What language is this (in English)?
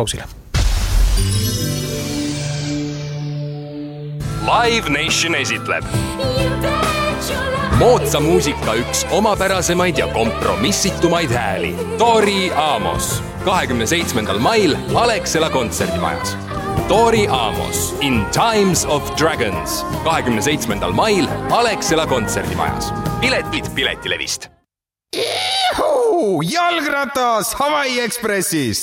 Estonian